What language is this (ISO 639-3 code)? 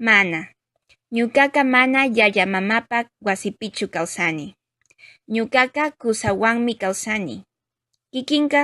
qug